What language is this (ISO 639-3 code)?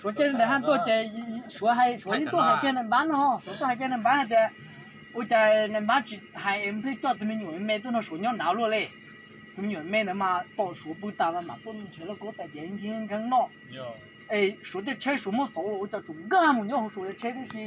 hmn